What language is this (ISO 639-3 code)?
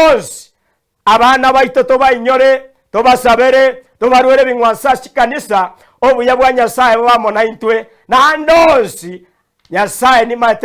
guz